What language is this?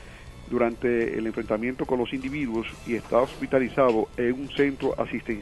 Spanish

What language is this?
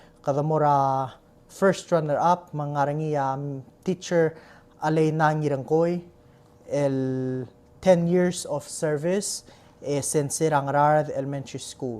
Palauan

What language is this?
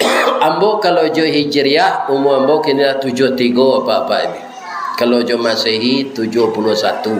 Minangkabau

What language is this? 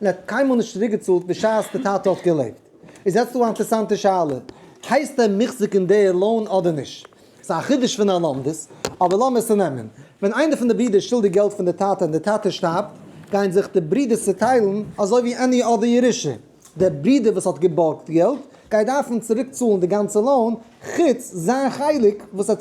Yiddish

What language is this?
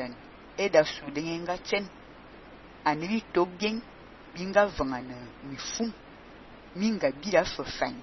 Fang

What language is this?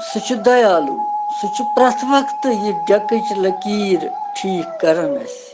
Kashmiri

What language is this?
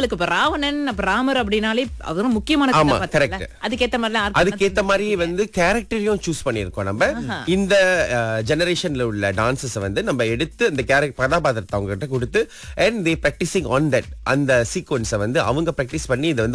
Tamil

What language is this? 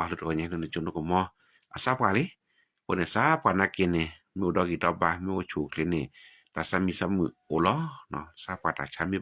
S'gaw Karen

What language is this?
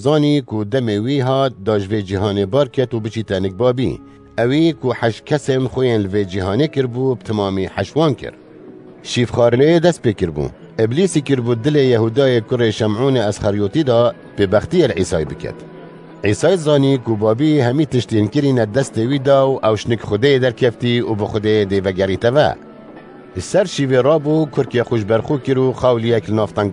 Kurdish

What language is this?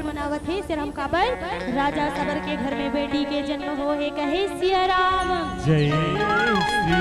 Chhattisgarhi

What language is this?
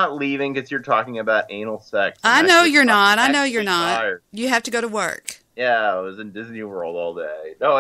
English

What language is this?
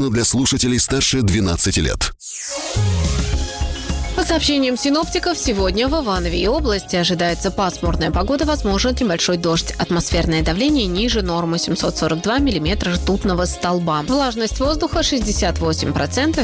Russian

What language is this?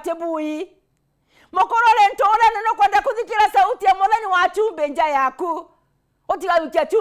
Meru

